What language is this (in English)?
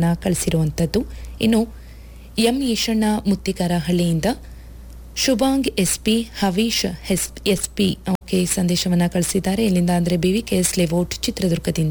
Kannada